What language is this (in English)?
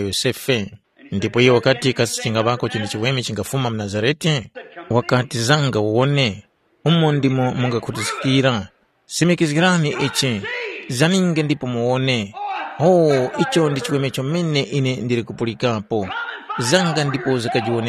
Tumbuka